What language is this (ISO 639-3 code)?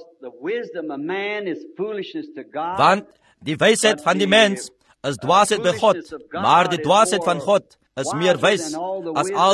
afr